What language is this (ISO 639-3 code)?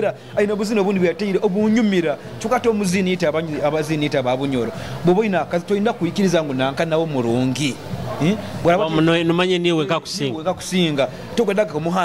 nyo